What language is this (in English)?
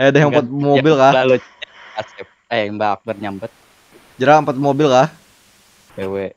Banjar